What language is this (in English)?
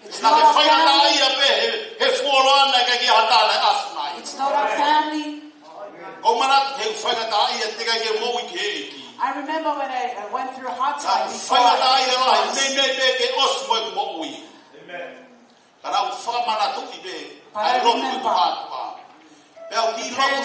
Tongan